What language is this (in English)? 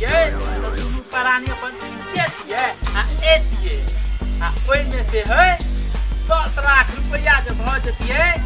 Maithili